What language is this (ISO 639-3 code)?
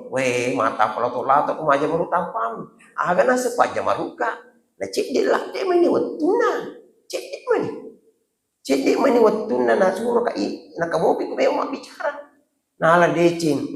bug